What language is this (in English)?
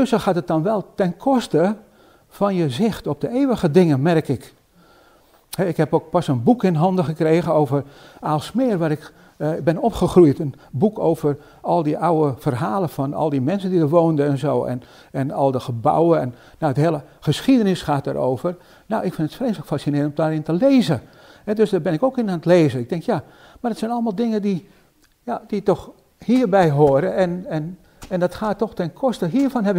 Dutch